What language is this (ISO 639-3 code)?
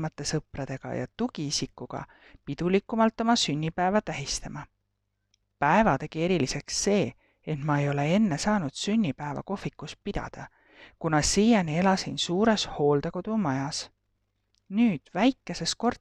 est